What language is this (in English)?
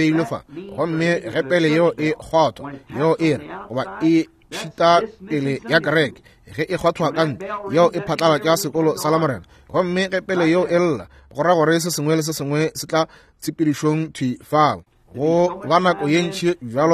Northern Sotho